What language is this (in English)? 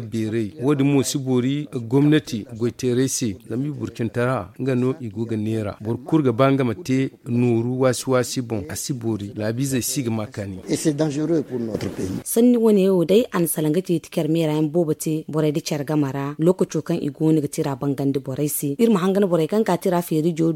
Zarma